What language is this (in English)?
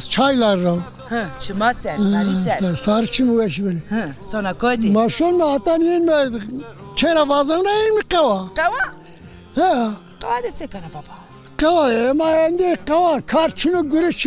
Zaza